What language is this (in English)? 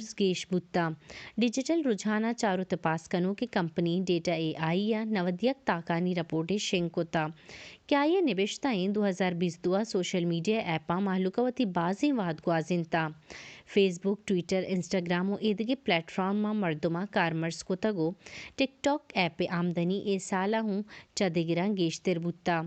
Baluchi